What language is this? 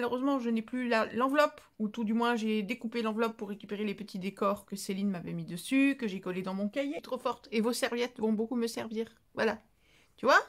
French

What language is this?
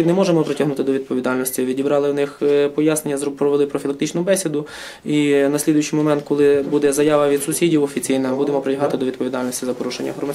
Ukrainian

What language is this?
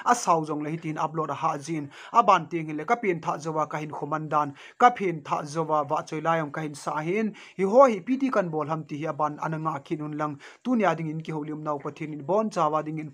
Thado Chin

